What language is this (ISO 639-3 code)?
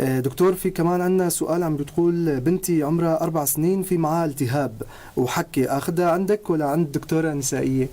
apc